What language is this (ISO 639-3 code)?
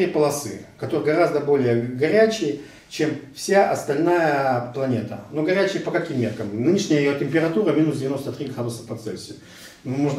rus